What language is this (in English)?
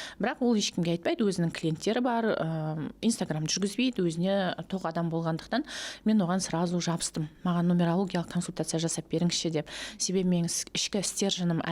Kazakh